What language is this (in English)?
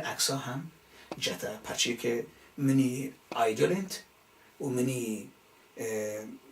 Baluchi